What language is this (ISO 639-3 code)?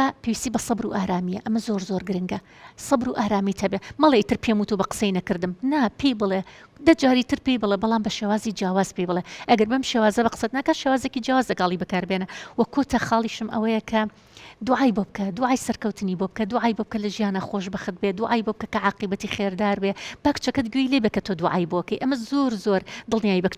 ckb